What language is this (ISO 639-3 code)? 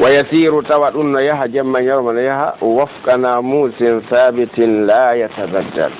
fuf